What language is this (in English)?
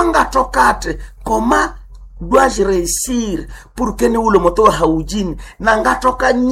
Nande